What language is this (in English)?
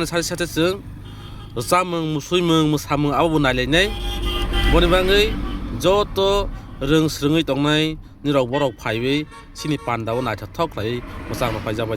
Kok Borok